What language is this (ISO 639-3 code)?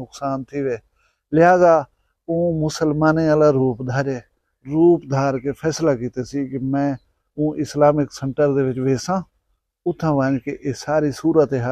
skr